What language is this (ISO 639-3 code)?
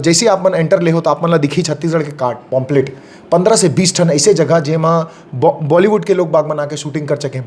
hne